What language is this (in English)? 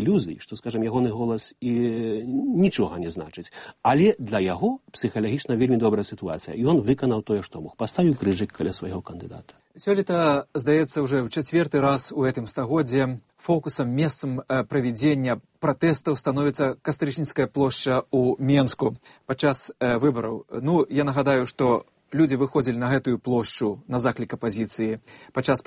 Belarusian